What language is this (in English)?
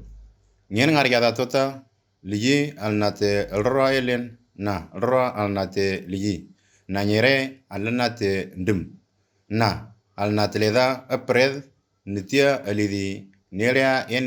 Moro